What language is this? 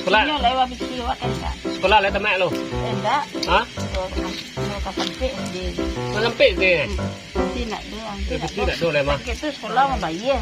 Minangkabau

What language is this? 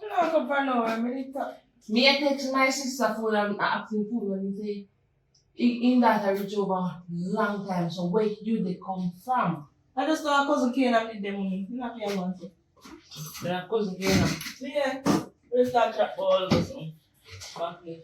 Jamaican Creole English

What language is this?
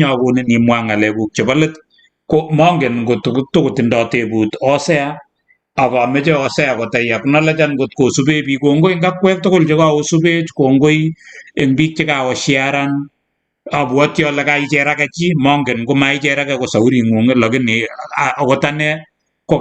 Kalenjin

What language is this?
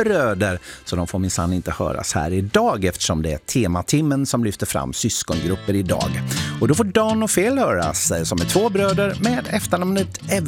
Swedish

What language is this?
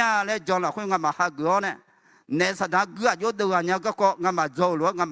Akha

